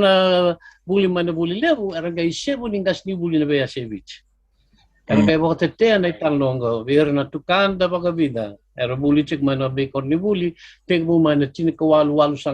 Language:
Fijian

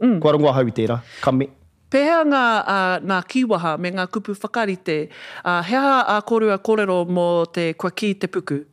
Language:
Māori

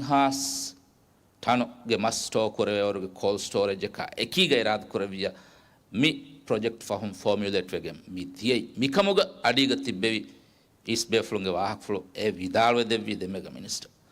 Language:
Divehi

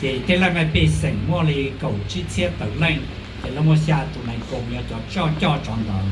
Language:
Hmong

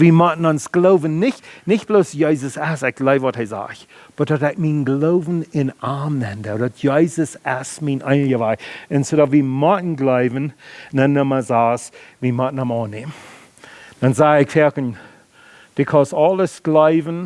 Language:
Plautdietsch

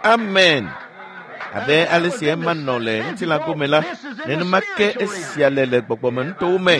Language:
Ewe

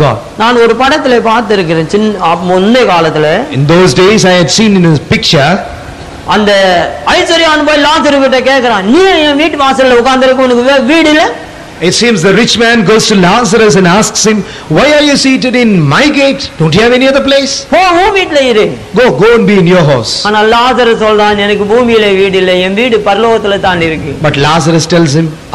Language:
Tamil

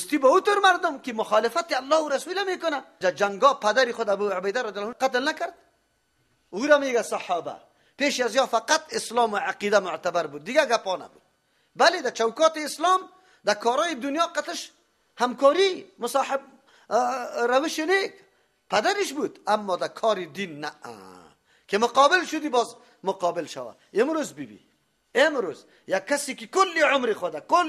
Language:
Persian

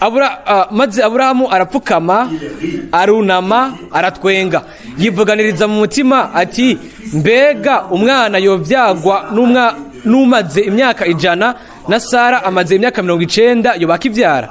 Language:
Rundi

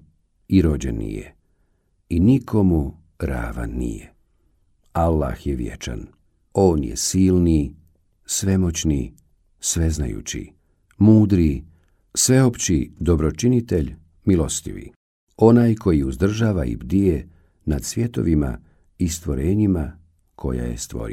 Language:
Bosnian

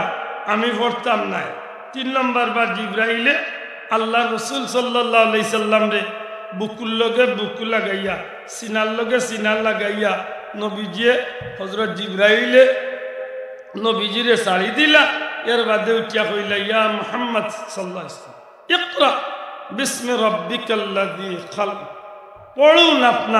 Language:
Sylheti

